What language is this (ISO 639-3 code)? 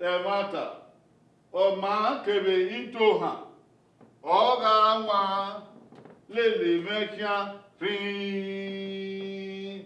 bin